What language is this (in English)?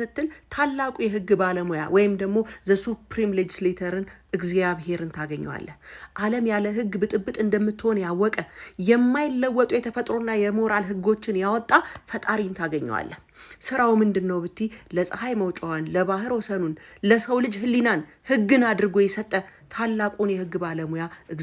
Amharic